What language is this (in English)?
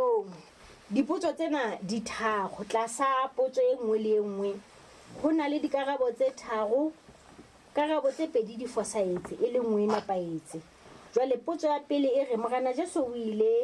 Southern Sotho